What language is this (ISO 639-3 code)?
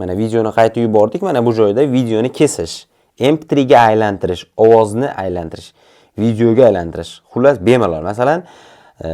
uzb